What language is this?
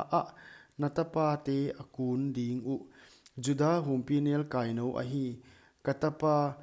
Paite Chin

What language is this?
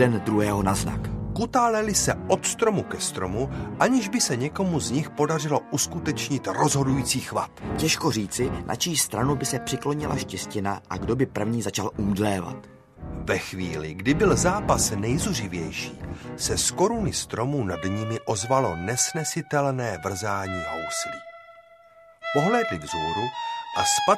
Czech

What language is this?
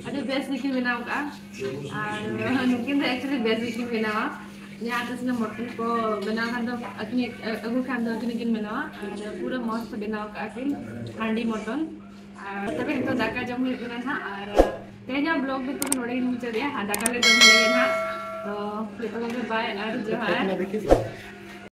Santali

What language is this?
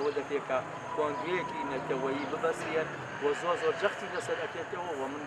Central Kurdish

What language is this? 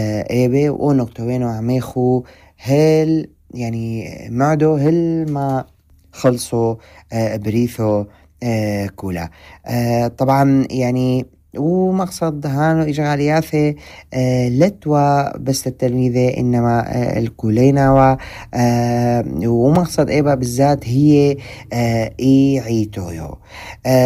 North Levantine Arabic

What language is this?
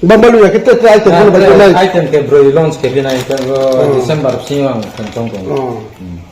Riang (India)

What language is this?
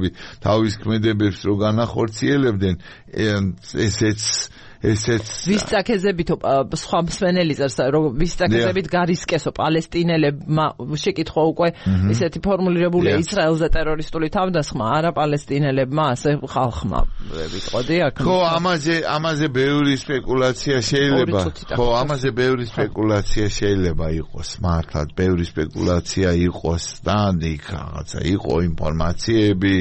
Georgian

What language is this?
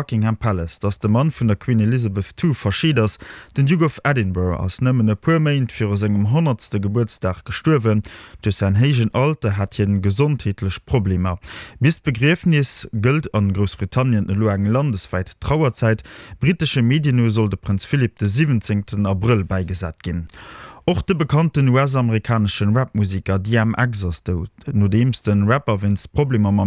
Luxembourgish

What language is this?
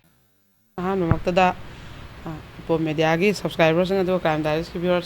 Manipuri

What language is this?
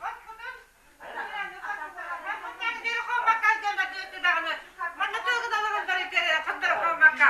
Yakut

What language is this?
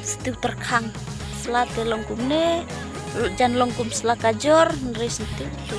Khasi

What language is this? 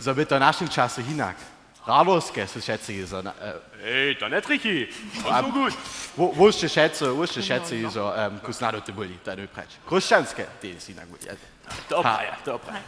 Upper Sorbian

